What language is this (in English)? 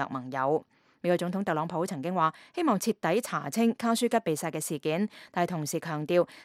Cantonese